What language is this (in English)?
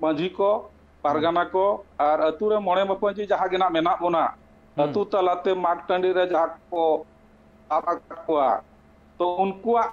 Santali